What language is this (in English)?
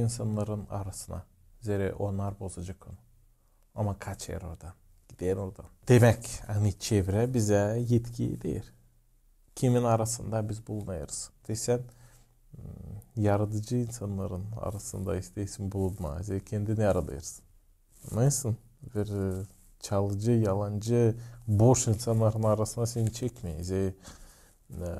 Gagauz